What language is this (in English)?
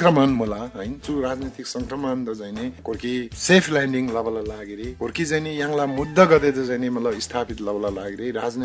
Eastern Tamang